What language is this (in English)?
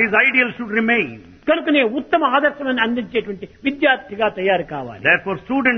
Telugu